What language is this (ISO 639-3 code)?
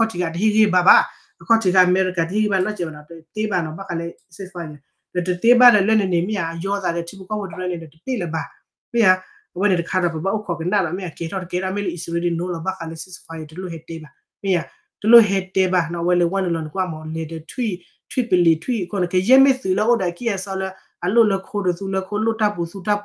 ksw